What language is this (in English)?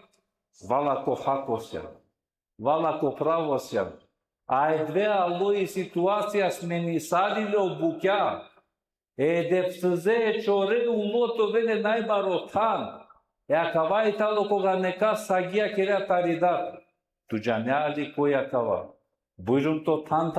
Balkan Romani